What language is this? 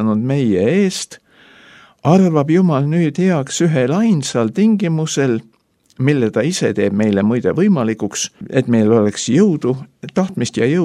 Estonian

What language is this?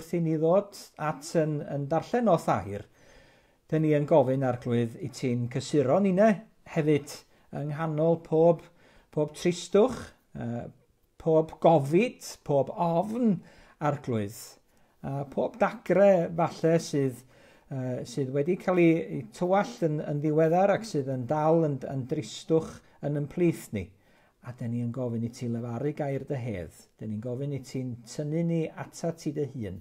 Welsh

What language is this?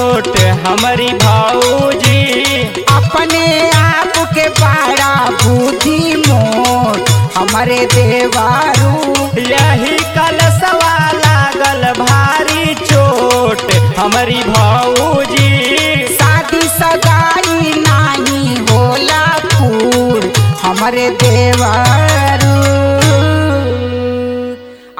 Bhojpuri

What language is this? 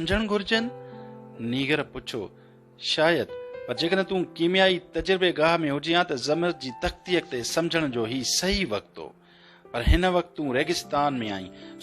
Sindhi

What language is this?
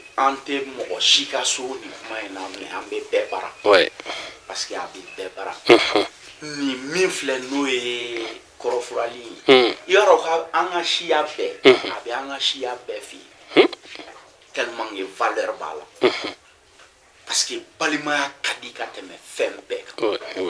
Bambara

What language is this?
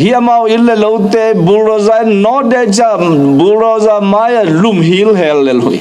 Tedim Chin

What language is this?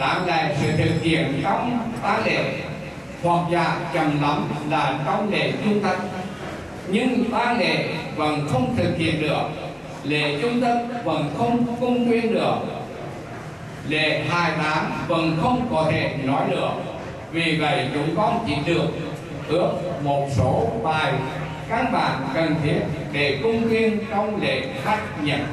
Vietnamese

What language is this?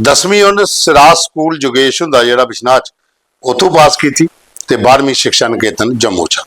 Dogri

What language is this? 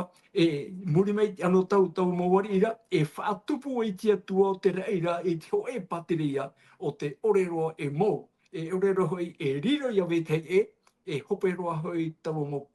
Tahitian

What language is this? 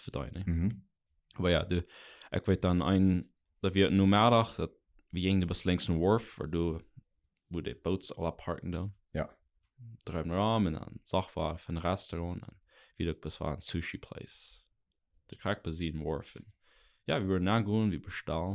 Plautdietsch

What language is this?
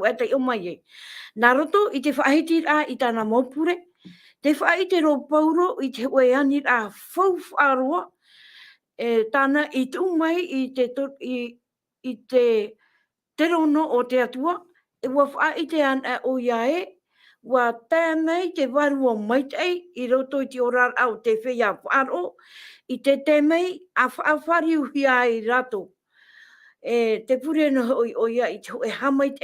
Tahitian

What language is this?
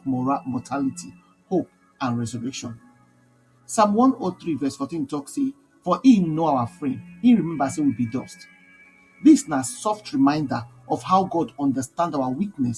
Nigerian Pidgin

